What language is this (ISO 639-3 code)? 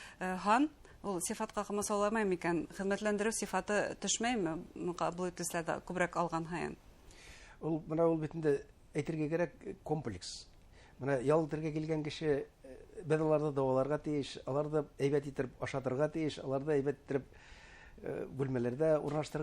bak